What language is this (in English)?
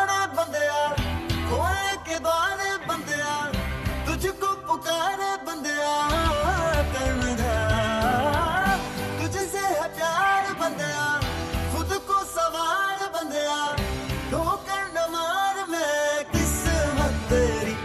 Hindi